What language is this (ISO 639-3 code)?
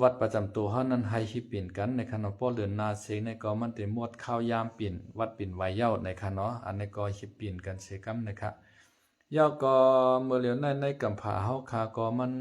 shn